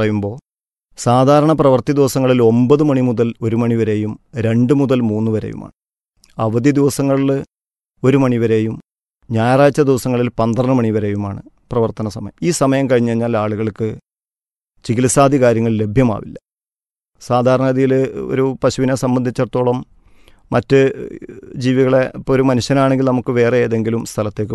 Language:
Malayalam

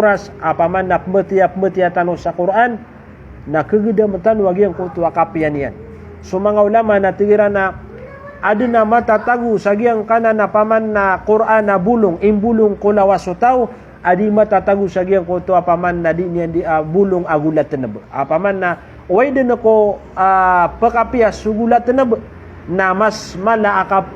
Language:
Maranao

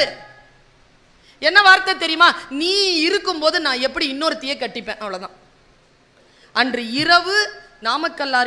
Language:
Tamil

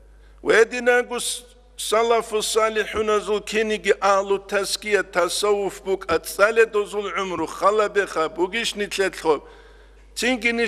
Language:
Avaric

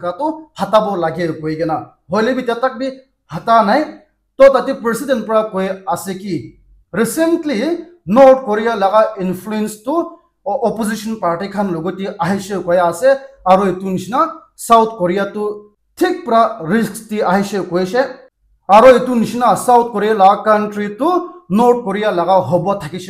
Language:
Naga Pidgin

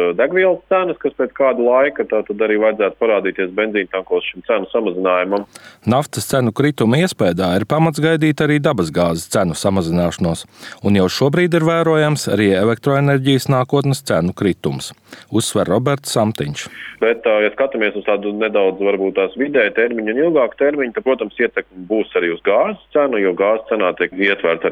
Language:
Latvian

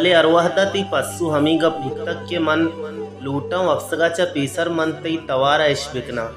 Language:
Baluchi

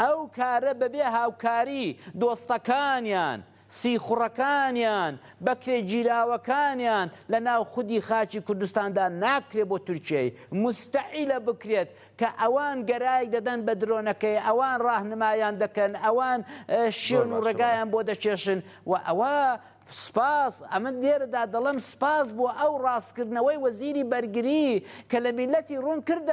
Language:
Central Kurdish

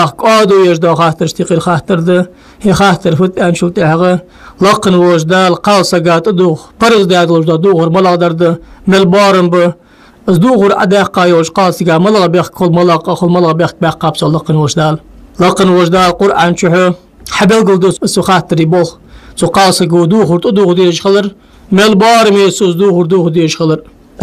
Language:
Ingush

